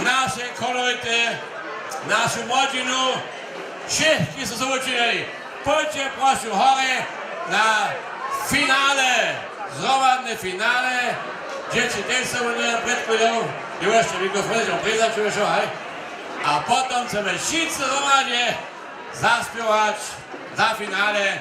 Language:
Upper Sorbian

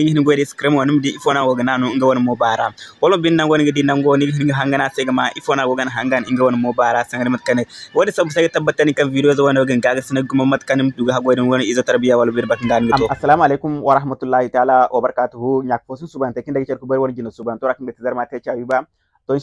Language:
Zarma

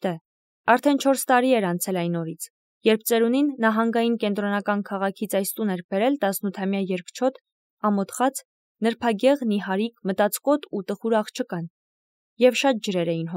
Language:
Armenian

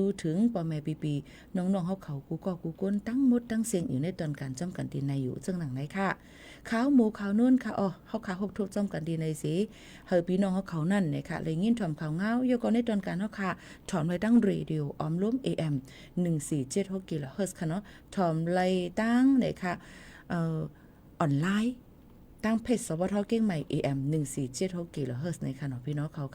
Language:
Shan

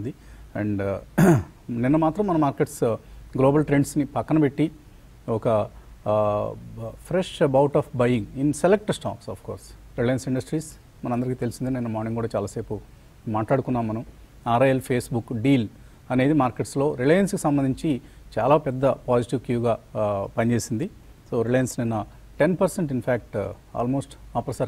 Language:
Telugu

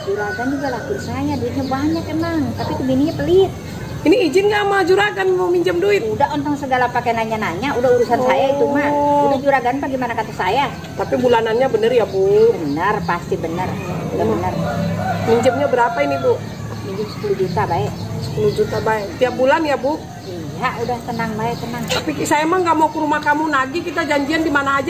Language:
Betawi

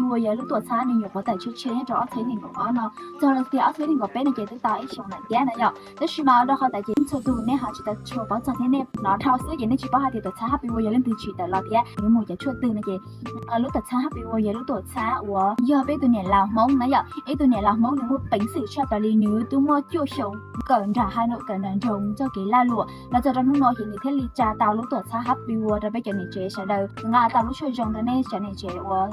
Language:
Hmong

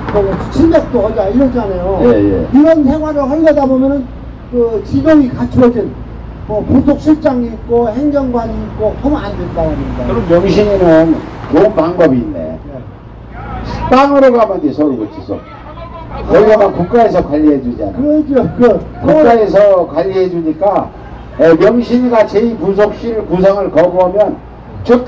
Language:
Korean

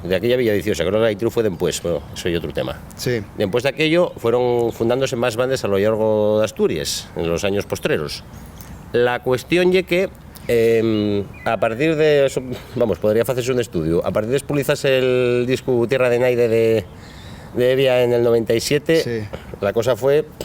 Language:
Asturian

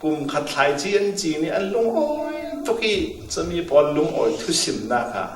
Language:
Falam Chin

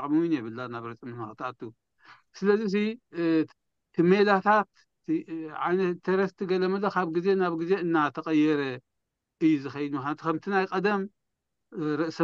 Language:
Tigrinya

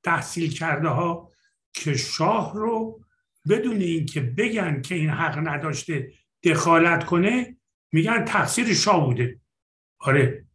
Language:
Persian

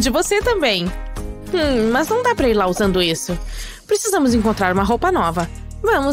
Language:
Portuguese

